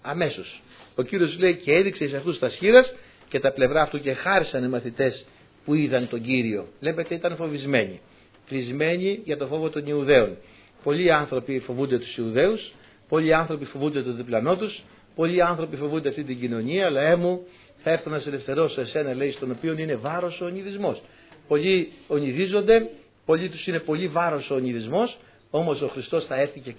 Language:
Greek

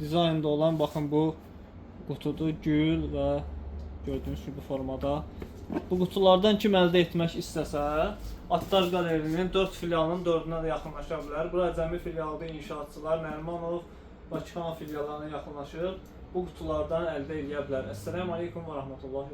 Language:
Azerbaijani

